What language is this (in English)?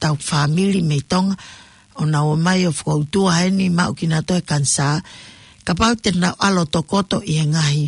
Tongan